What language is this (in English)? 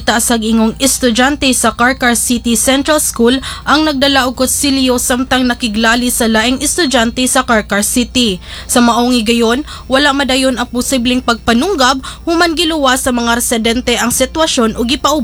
Cebuano